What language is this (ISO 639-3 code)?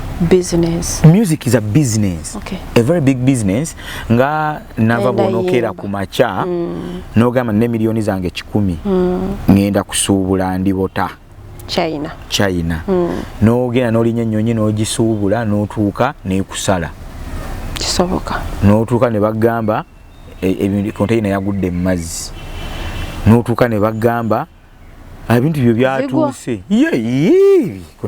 lug